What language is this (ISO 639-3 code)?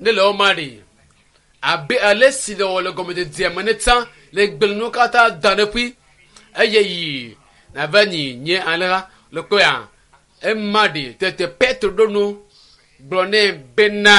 ewe